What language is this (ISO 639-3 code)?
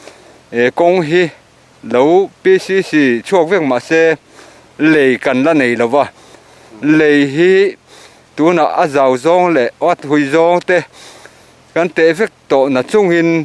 lus